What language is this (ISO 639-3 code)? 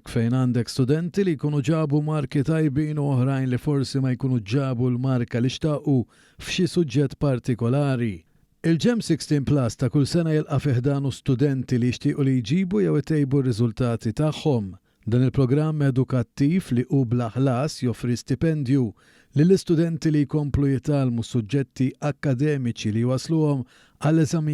mlt